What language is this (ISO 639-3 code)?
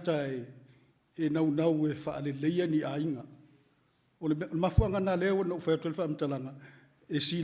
smo